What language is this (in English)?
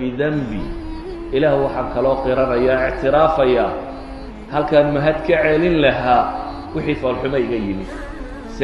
Somali